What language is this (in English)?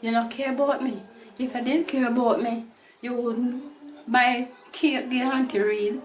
Jamaican Creole English